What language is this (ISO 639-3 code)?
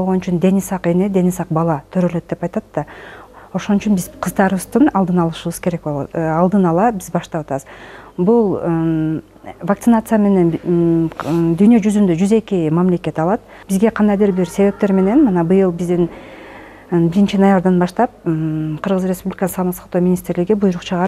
kir